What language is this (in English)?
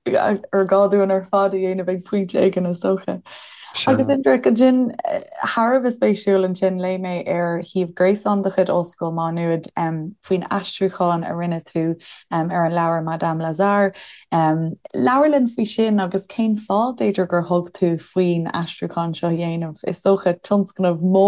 Irish